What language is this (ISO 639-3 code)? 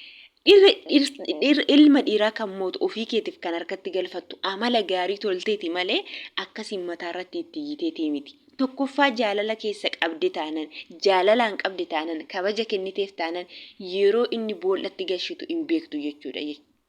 orm